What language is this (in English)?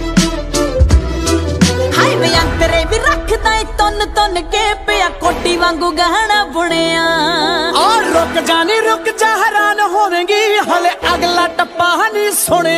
Punjabi